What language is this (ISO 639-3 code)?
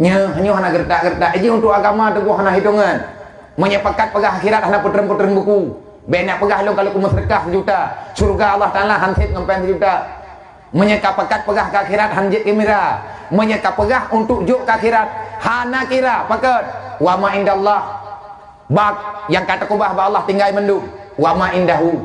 ace